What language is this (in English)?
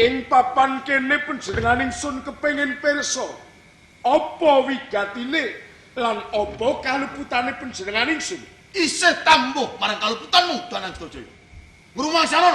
Javanese